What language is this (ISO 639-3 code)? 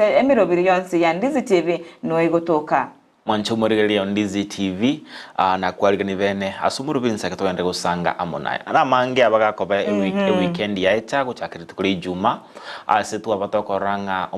guz